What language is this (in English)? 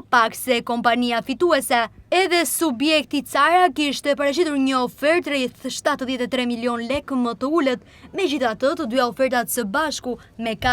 Albanian